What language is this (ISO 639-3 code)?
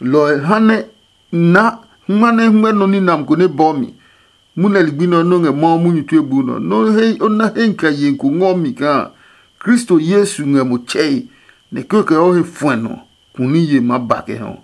ada